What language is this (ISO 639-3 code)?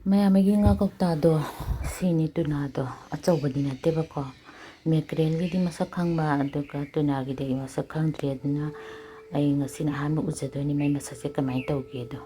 mni